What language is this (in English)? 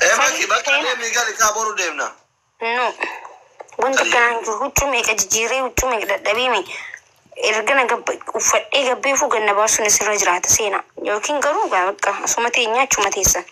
Oromo